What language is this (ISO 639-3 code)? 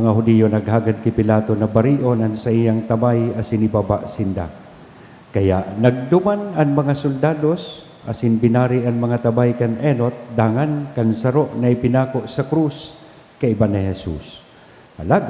bik